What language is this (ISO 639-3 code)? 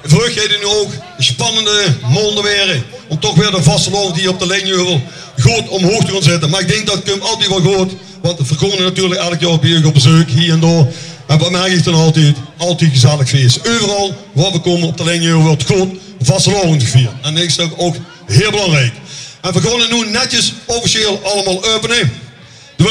lim